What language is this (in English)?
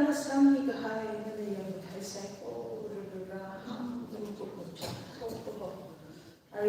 Tangkhul Naga (India)